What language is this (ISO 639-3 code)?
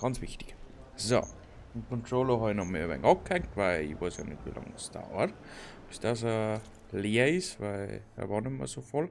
bar